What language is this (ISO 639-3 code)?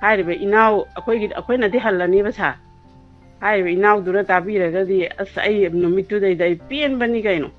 mni